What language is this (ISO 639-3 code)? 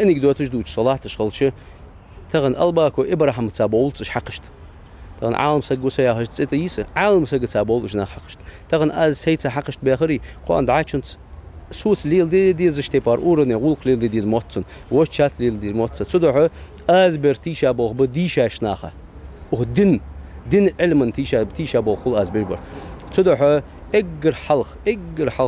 inh